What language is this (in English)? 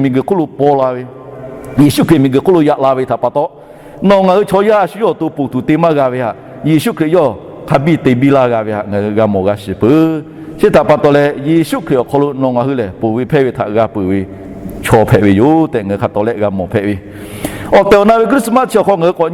Lahu